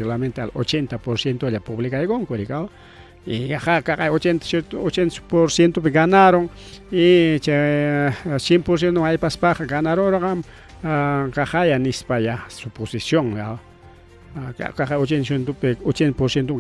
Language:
Ayacucho Quechua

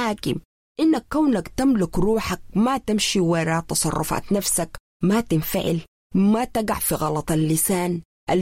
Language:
Sudanese Arabic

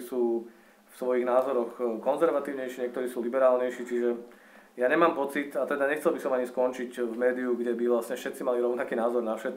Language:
Slovak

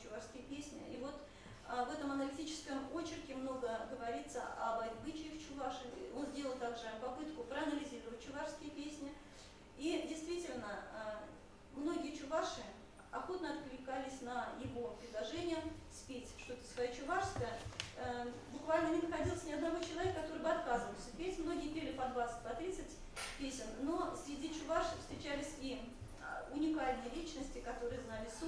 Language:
Russian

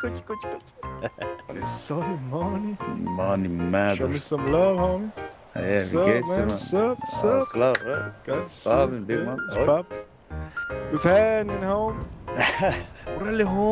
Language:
Swiss German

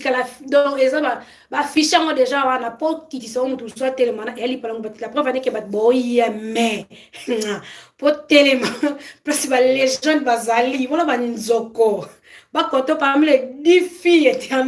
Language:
Lingala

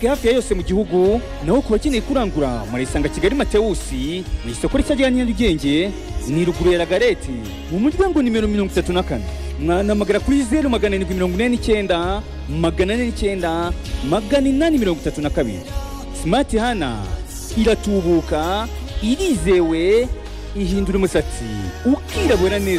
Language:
Kinyarwanda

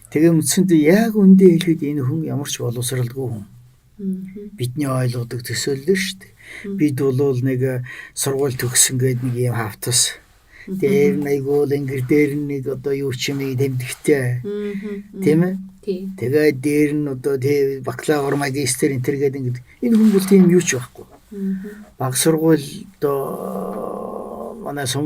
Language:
Mongolian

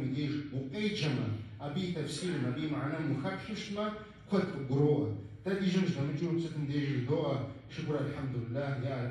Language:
Kabardian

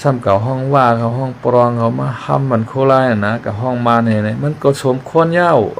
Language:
Shan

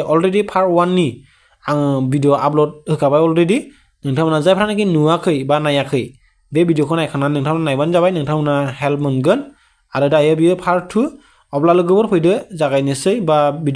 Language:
Bodo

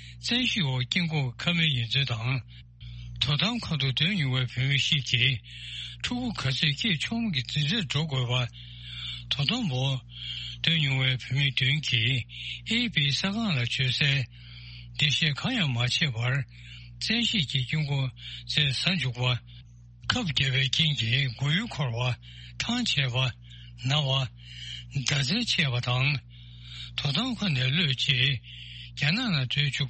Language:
Tibetan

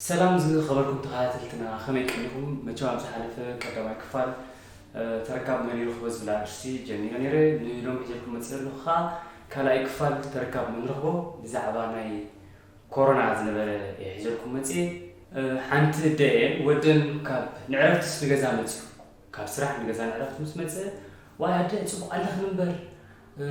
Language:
Tigrinya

